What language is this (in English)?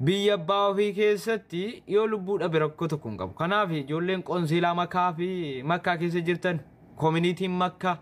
Oromo